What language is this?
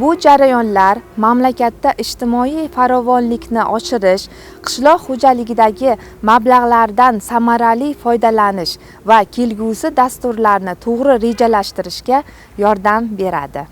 Uzbek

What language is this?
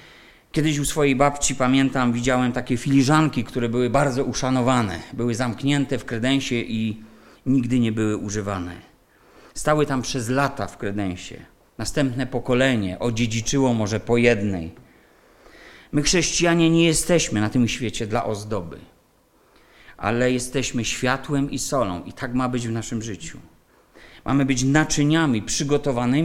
Polish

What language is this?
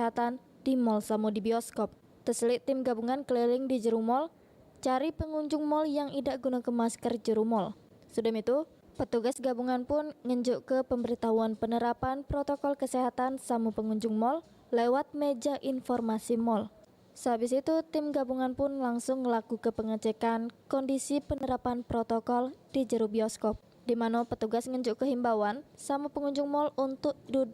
Musi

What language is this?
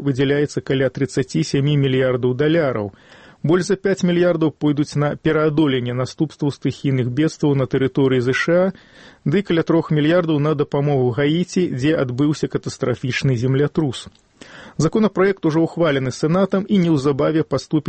Belarusian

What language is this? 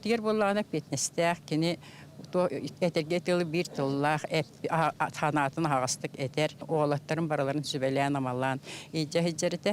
Yakut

